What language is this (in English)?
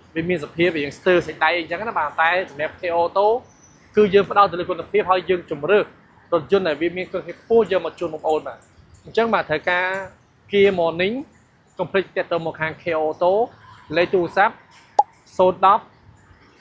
Khmer